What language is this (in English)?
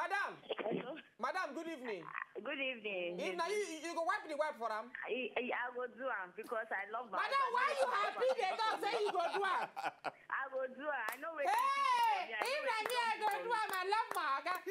Nigerian Pidgin